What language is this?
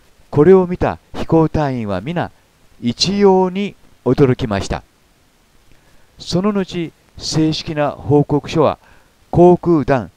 Japanese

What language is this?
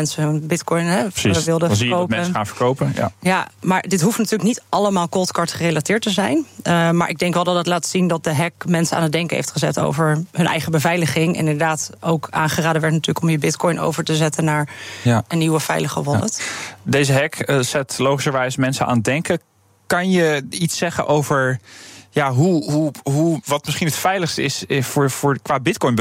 Dutch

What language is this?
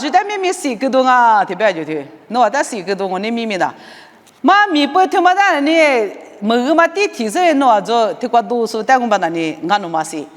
Lisu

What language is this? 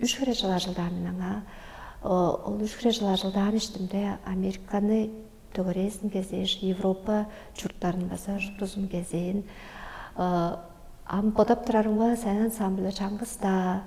Tuvinian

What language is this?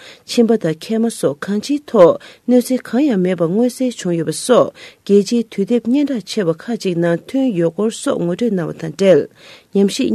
Tibetan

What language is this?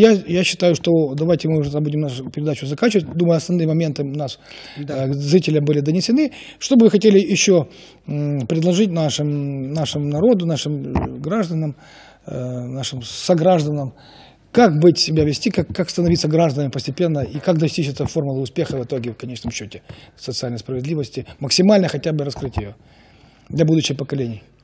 Russian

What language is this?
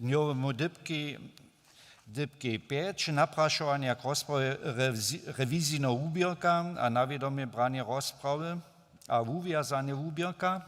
Upper Sorbian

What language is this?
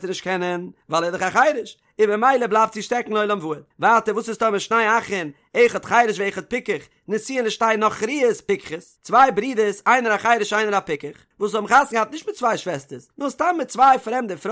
Yiddish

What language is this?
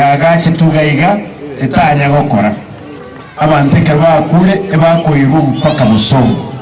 Gusii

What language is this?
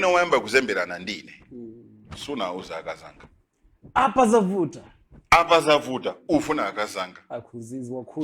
Nyanja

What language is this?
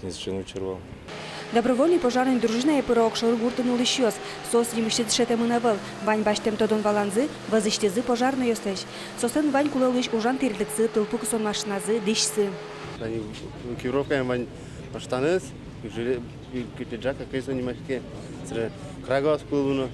Udmurt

